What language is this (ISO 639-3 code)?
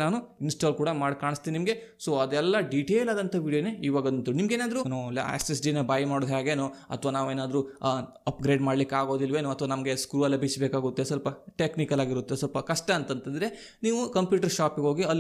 kan